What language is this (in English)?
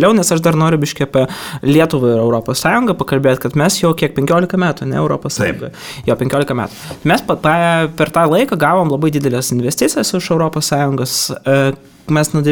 Lithuanian